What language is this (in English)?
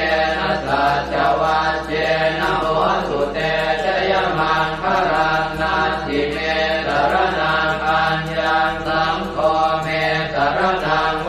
Pali